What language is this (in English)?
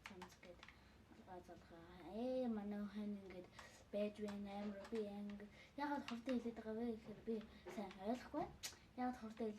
Mongolian